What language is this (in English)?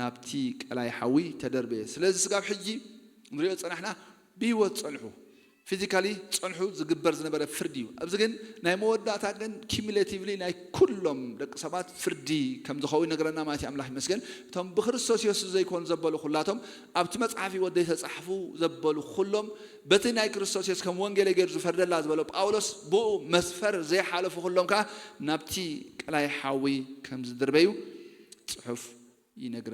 Tigrinya